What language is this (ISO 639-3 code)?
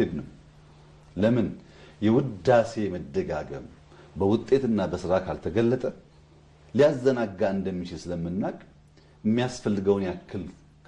amh